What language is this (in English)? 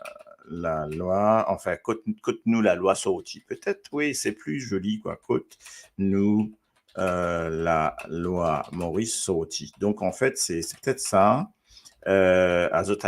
Morisyen